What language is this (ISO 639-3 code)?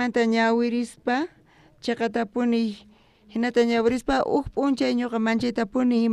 quh